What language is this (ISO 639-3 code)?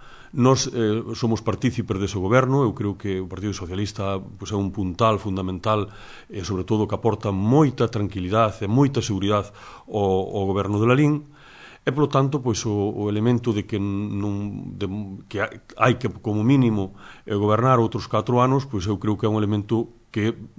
glg